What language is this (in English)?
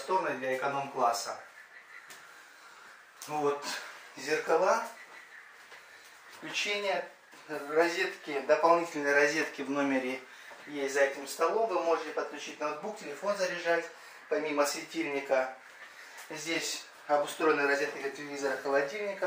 Russian